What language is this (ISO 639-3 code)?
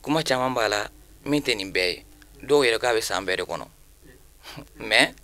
bam